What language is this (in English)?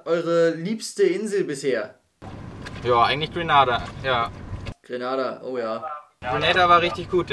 German